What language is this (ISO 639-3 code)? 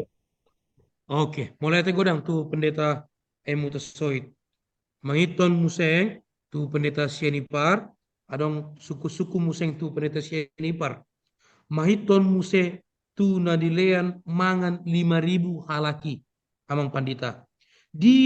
bbc